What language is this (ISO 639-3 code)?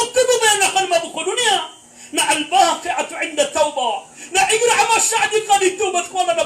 mrw